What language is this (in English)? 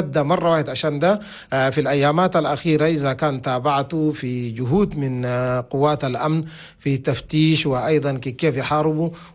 Chadian Arabic